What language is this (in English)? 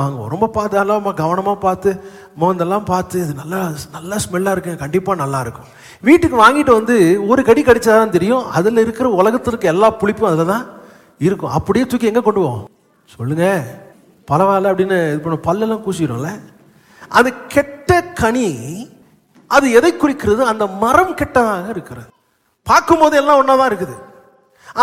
Tamil